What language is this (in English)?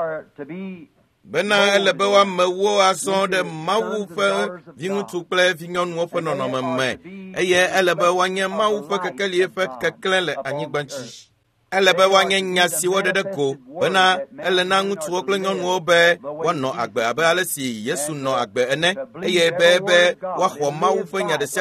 Ewe